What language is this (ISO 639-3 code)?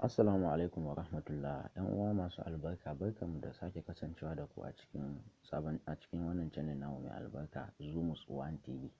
hau